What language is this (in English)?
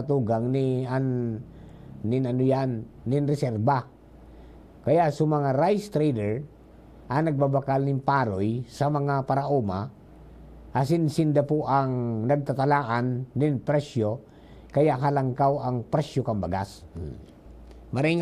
Bikol